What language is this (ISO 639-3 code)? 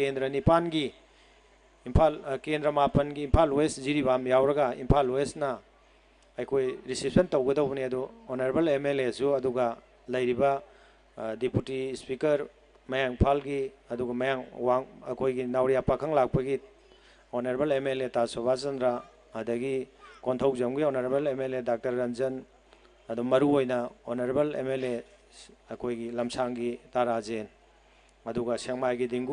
mni